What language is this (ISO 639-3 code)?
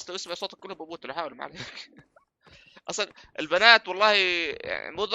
apc